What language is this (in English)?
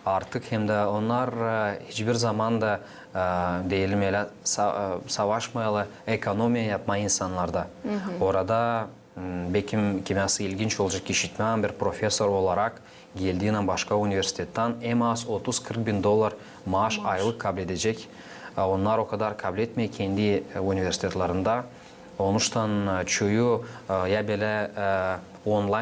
Gagauz